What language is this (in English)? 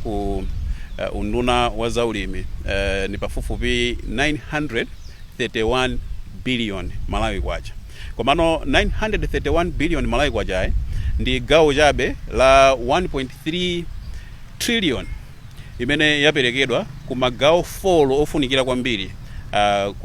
Nyanja